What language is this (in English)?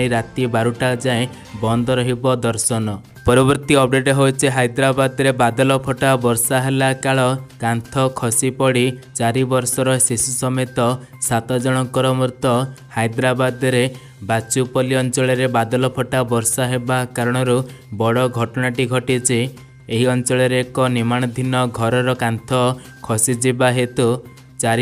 Odia